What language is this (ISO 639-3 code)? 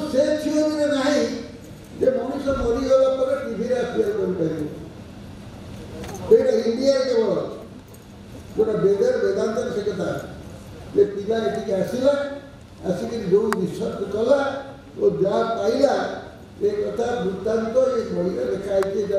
ori